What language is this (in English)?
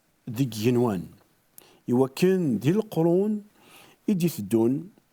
Kabyle